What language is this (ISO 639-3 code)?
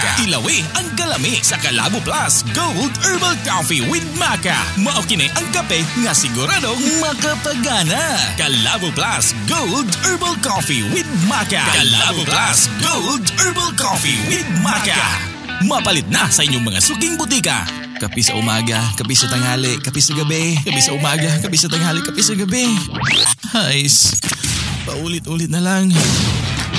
ceb